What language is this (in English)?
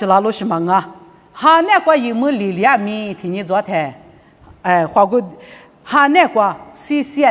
Lisu